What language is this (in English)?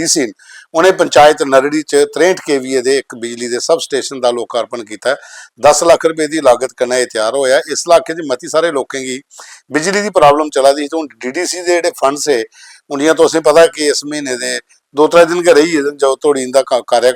Dogri